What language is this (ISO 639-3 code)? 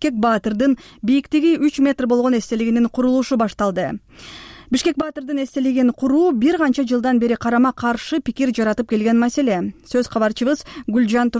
kir